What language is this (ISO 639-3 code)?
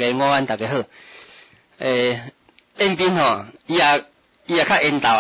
nan